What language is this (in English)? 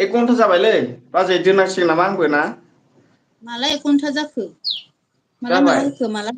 Bodo